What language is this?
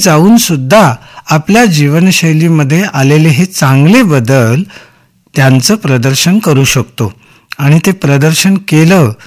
Marathi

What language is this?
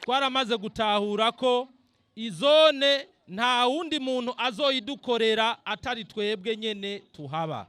Rundi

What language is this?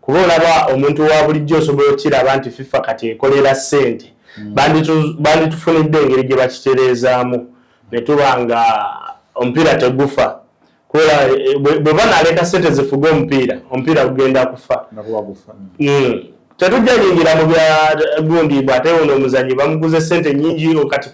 Ganda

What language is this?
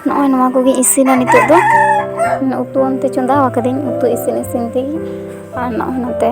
Santali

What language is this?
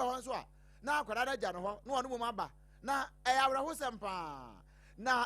Akan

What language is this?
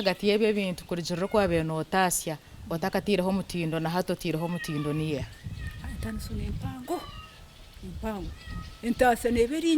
Nyankole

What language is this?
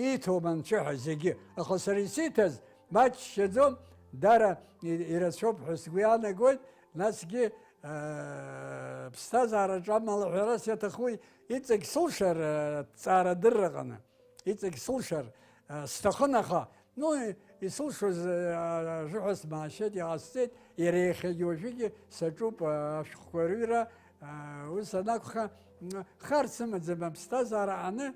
Abkhazian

